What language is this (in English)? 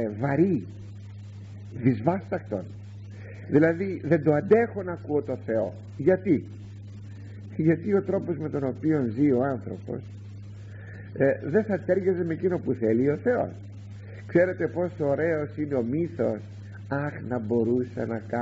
Greek